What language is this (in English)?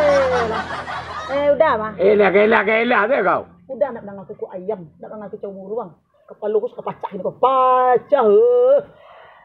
Minangkabau